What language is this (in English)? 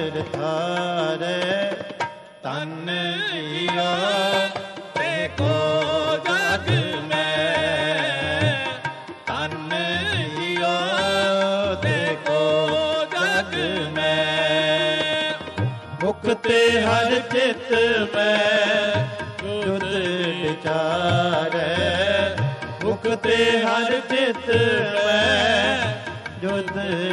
Punjabi